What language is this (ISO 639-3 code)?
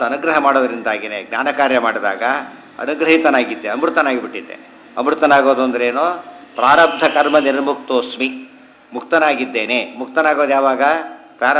kan